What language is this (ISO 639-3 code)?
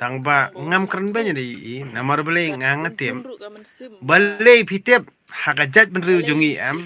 kha